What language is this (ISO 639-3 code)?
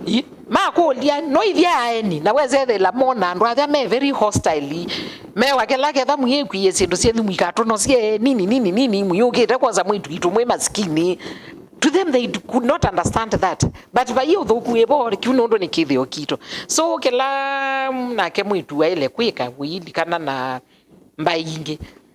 kam